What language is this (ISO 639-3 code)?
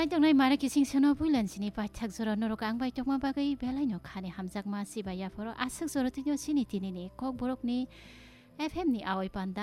trp